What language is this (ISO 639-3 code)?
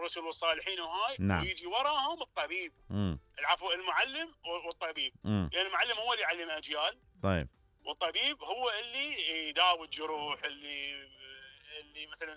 acm